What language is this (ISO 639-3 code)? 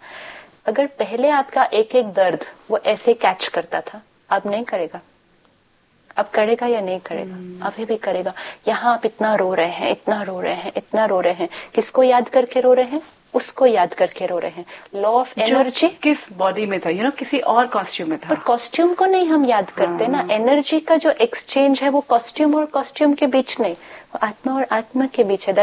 hin